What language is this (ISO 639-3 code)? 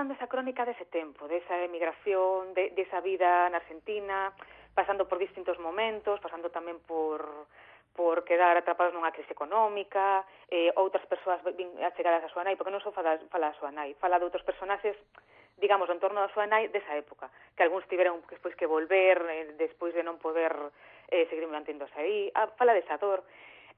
glg